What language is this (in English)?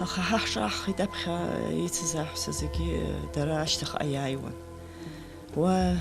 Abkhazian